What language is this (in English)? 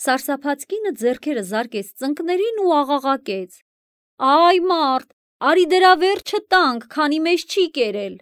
Armenian